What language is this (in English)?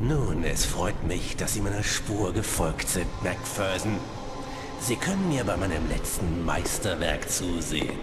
Bavarian